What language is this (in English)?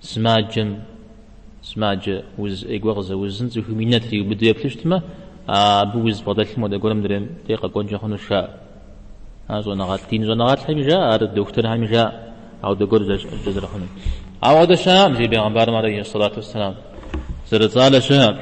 Kabardian